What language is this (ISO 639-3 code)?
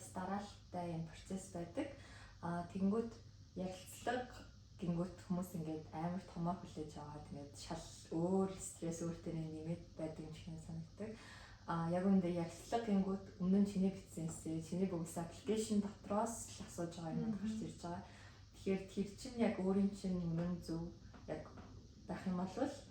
mon